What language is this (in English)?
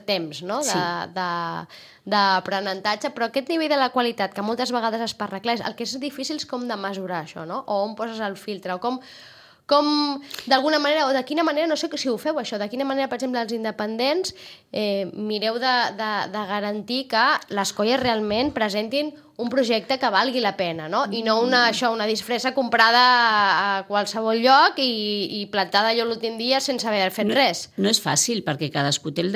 Catalan